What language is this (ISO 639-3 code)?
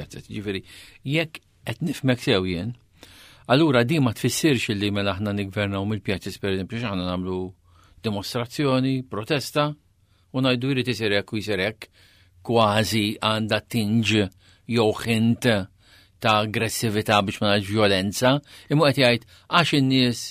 mlt